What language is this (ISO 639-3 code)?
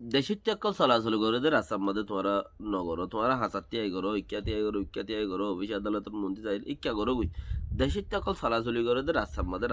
rhg